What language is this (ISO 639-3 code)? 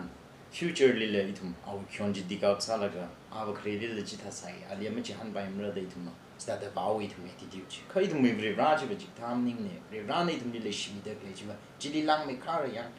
nmf